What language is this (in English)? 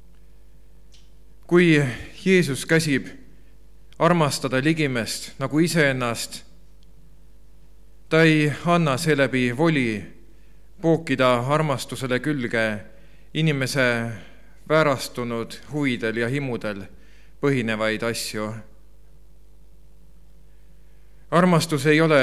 Estonian